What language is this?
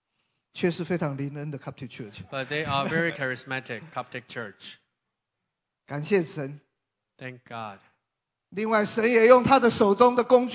Chinese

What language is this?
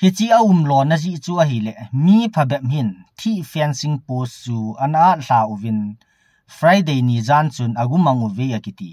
Thado Chin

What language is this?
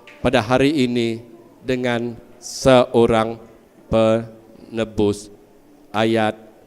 Iban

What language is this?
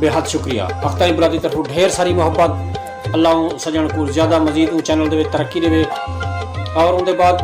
Saraiki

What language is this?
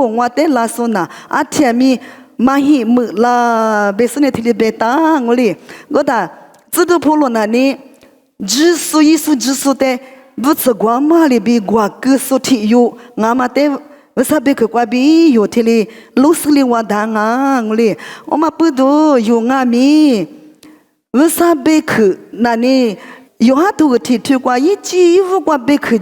Lisu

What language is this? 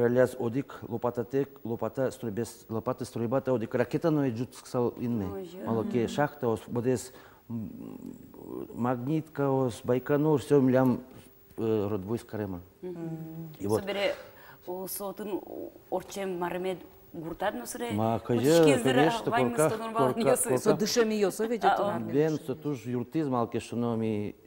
Udmurt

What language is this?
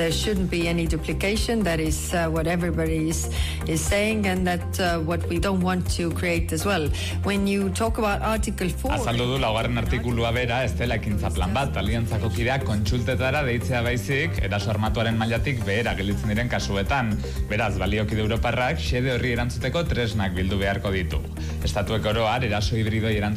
Basque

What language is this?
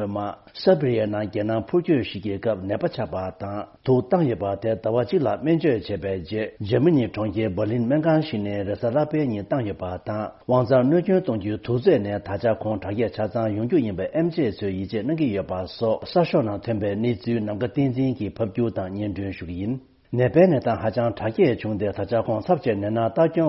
Tibetan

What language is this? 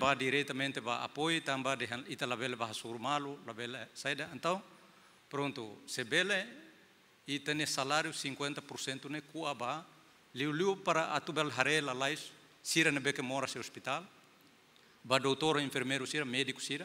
Tetum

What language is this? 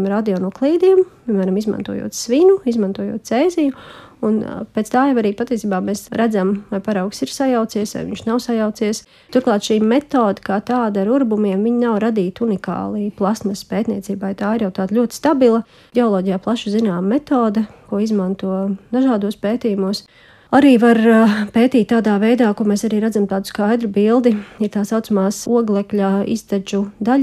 Latvian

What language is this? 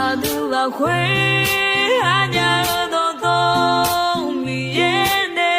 Akha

